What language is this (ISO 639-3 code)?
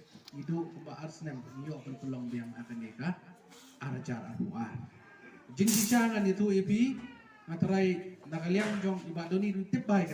kha